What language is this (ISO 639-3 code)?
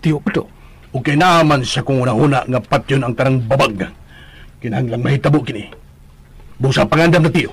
ceb